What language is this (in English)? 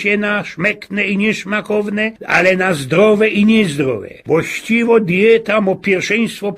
Silesian